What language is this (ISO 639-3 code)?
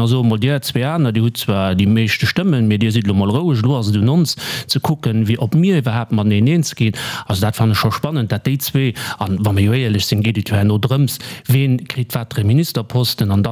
ltz